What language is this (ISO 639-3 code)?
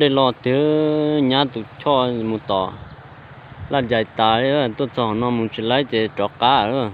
hmn